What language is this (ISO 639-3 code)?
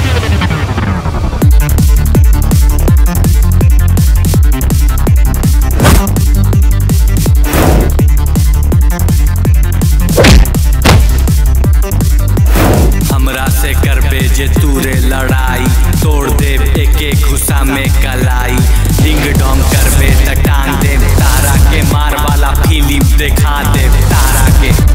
bho